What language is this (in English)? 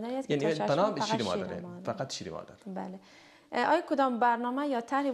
Persian